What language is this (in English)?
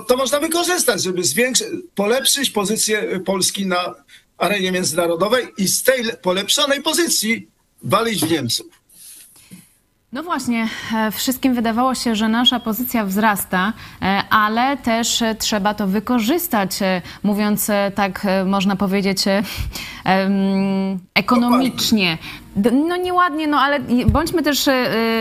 Polish